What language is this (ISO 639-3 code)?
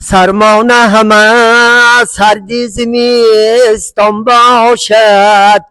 tgk